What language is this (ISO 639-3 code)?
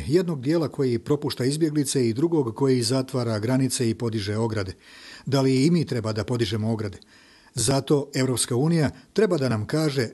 bos